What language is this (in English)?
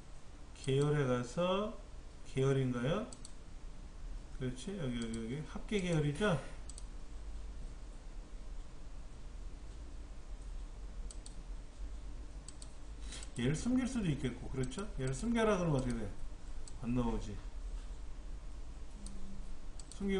Korean